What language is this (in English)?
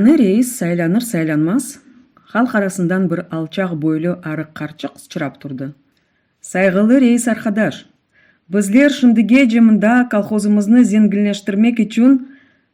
Crimean Tatar